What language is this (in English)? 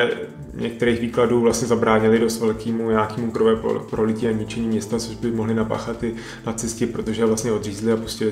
Czech